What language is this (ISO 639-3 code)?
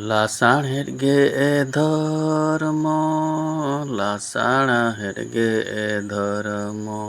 sat